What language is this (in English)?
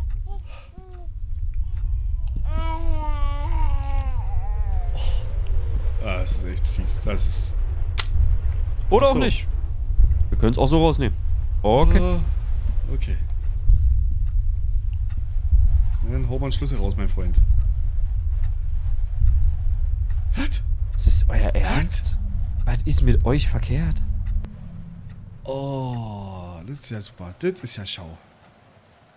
German